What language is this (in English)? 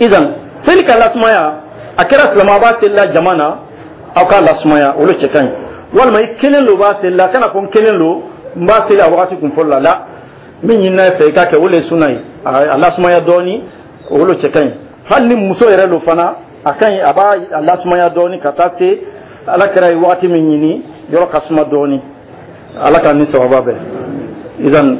Dyula